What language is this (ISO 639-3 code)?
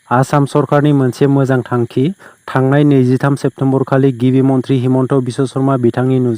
brx